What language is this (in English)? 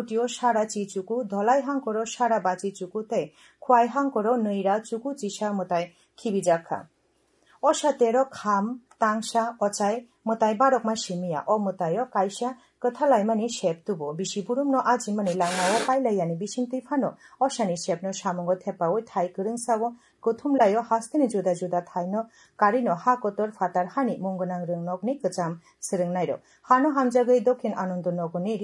Kok Borok